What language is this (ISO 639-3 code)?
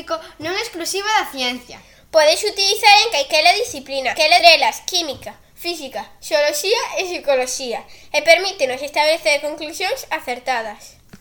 glg